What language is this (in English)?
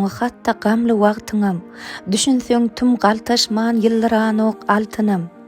Turkmen